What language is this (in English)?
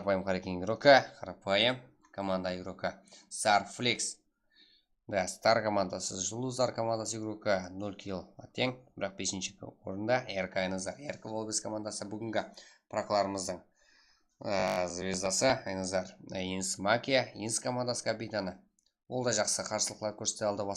Kara-Kalpak